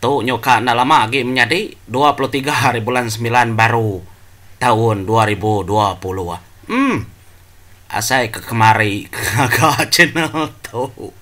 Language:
Iban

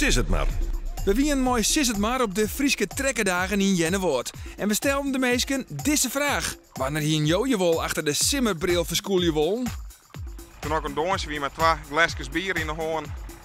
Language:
Western Frisian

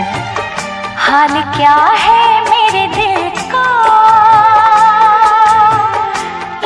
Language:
Hindi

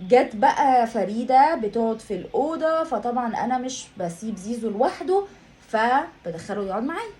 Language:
Egyptian Arabic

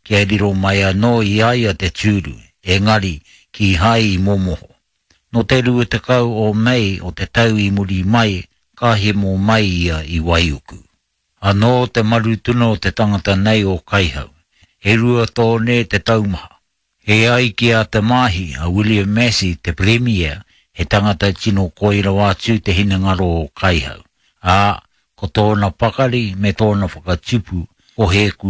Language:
Māori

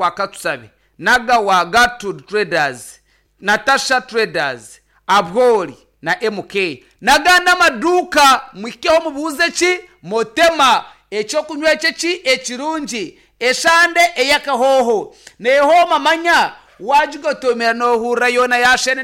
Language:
Nyankole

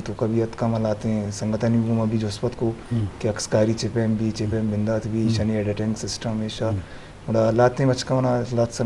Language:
Eastern Balochi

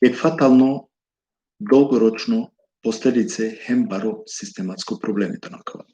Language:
Balkan Romani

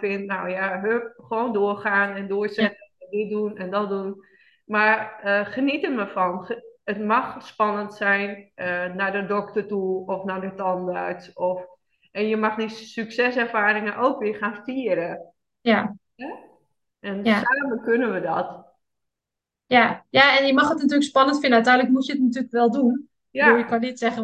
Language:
Dutch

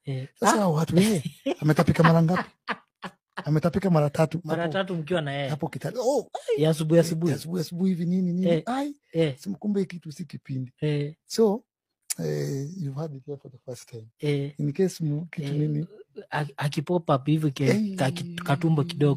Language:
Swahili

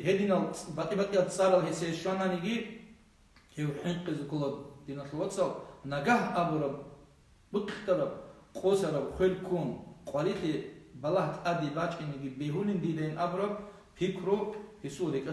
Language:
Avaric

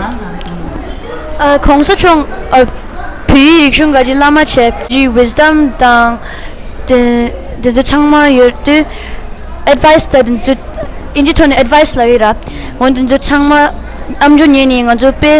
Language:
Tibetan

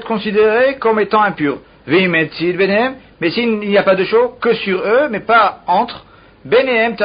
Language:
French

